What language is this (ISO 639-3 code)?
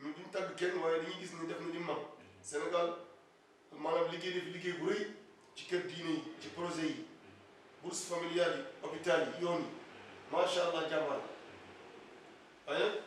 wol